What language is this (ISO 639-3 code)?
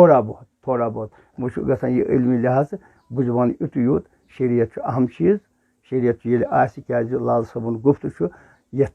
kas